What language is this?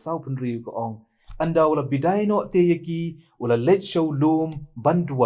Khasi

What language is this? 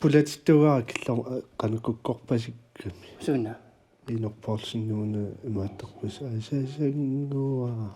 Kalaallisut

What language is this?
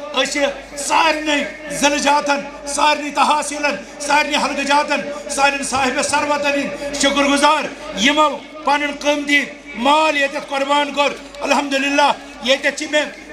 Kashmiri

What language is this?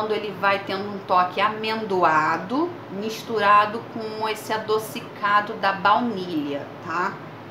Portuguese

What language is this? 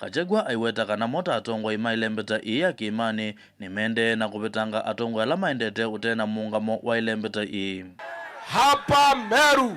Kamba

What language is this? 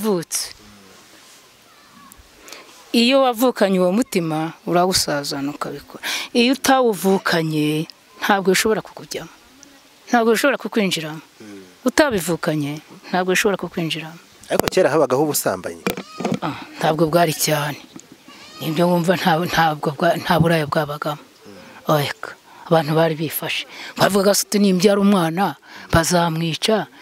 Kinyarwanda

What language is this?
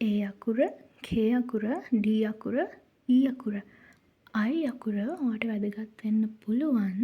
Sinhala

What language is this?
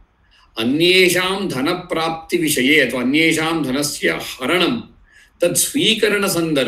Sanskrit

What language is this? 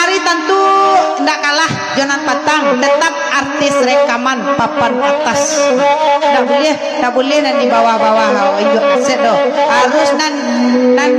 Minangkabau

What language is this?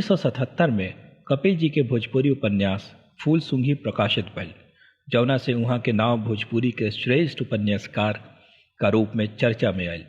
Bhojpuri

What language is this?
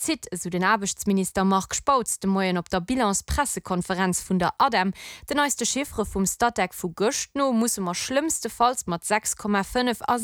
Luxembourgish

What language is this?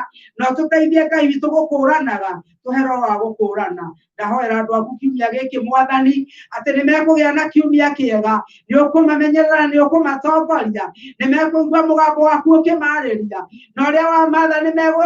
Kikuyu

